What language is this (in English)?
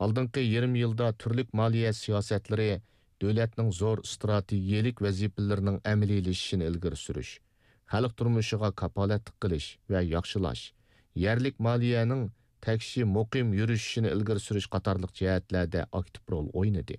Uyghur